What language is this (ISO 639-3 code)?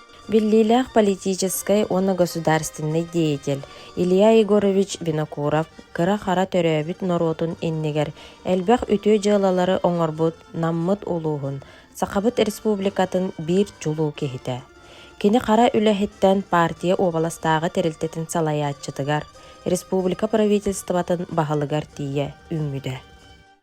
sah